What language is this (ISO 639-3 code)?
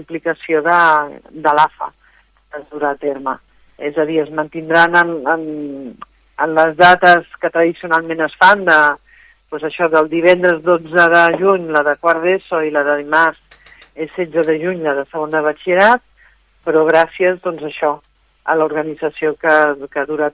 cat